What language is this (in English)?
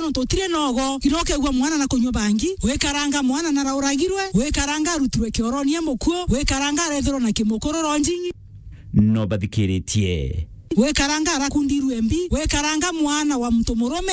Meru